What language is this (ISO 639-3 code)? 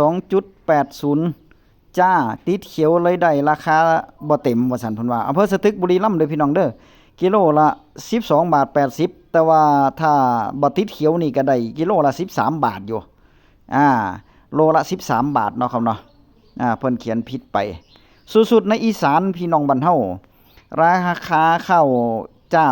tts